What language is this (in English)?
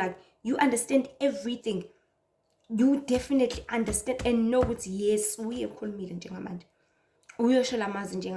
Zulu